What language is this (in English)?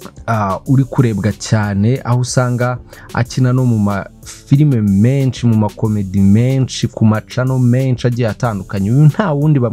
Kinyarwanda